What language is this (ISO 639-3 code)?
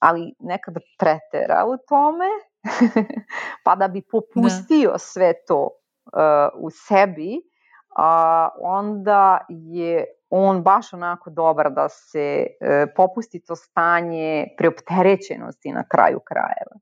srp